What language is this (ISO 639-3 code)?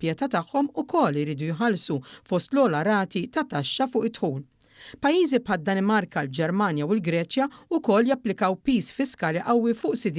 mlt